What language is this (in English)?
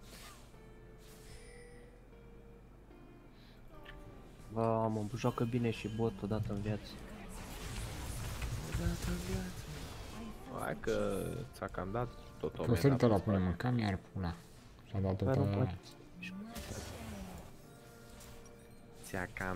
Romanian